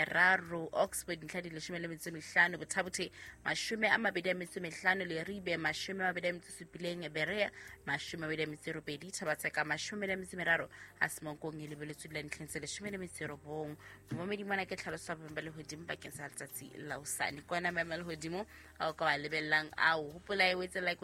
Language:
Southern Sotho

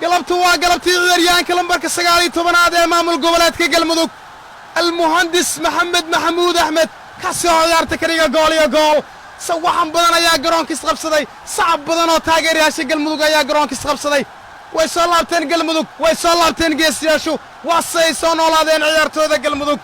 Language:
Somali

